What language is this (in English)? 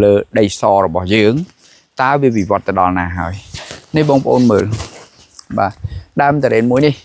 Khmer